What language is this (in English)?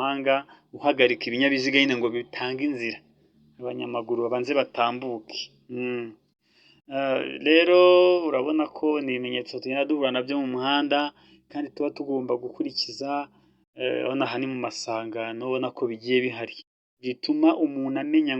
Kinyarwanda